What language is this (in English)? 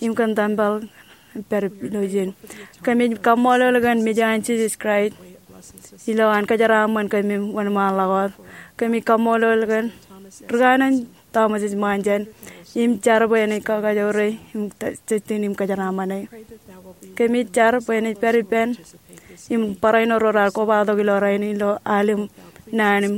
Marshallese